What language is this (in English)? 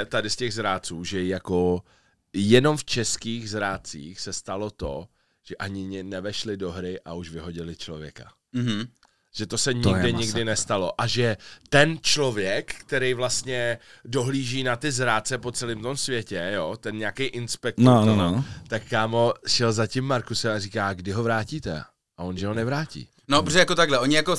Czech